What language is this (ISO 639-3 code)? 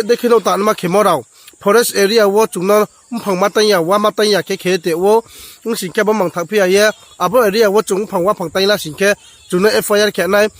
ria